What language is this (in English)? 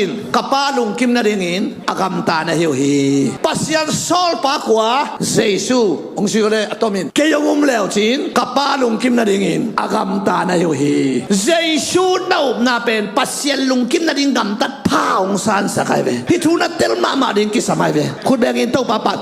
Tedim Chin